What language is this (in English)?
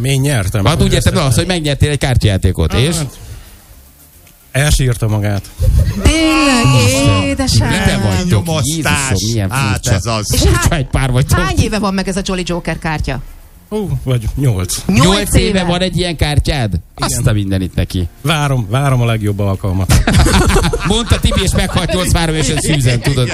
Hungarian